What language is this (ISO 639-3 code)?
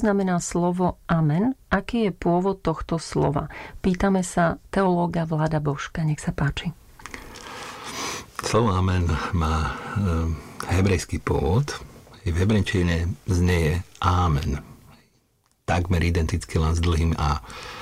slk